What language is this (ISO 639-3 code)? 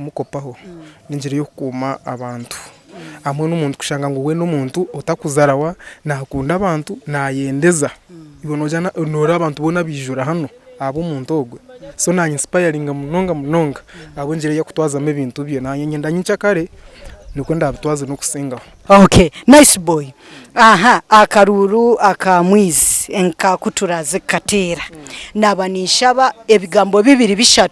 nyn